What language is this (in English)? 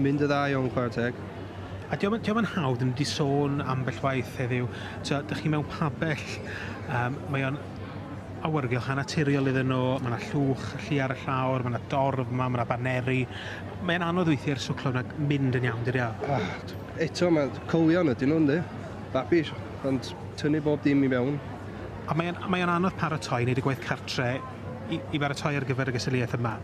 Welsh